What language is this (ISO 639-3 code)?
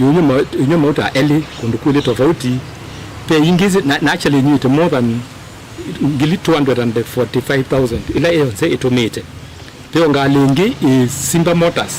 kam